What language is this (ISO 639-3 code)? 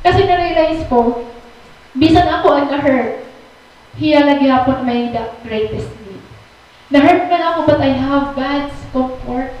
war